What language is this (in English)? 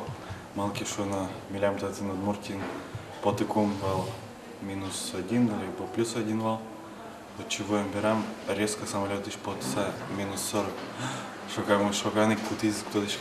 Udmurt